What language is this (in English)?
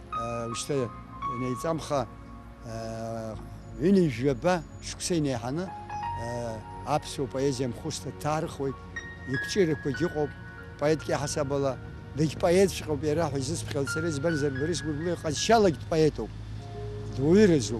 Abkhazian